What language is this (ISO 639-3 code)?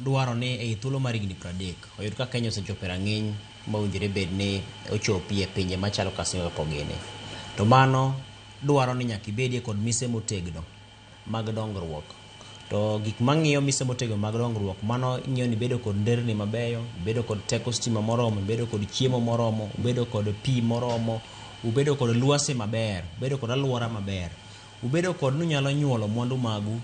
luo